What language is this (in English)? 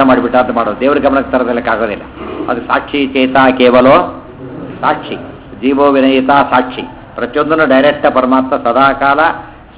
Kannada